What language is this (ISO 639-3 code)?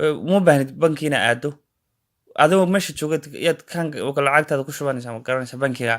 som